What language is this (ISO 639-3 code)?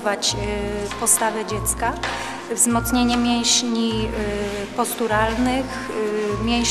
pol